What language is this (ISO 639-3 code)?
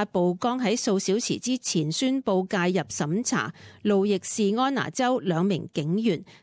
yue